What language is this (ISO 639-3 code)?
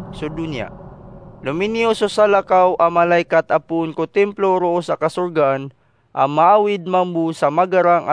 mrw